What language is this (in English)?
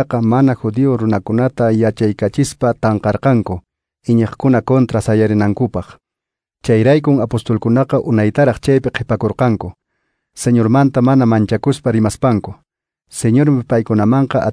Quechua